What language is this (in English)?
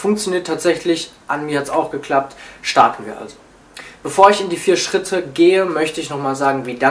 German